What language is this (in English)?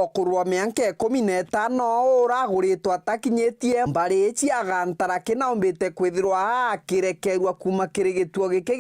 Meru